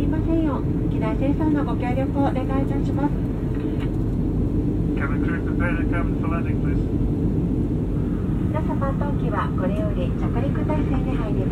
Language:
Japanese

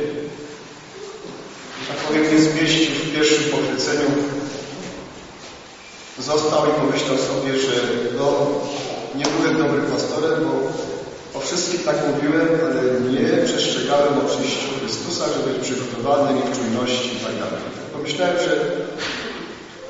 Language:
Polish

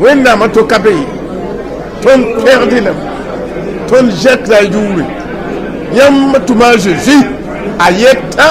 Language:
Mossi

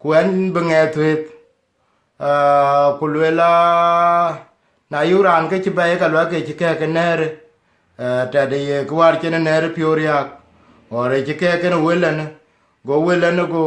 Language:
Dinka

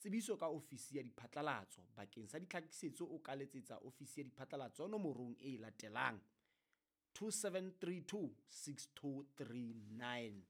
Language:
Southern Sotho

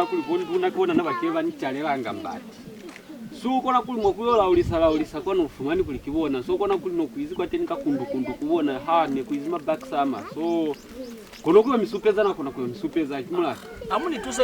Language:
Lozi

